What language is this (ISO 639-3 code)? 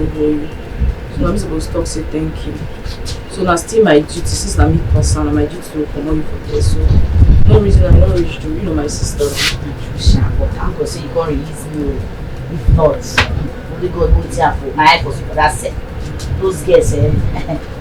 pcm